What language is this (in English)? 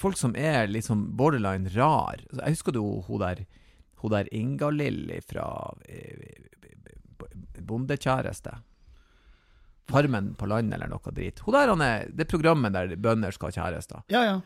Norwegian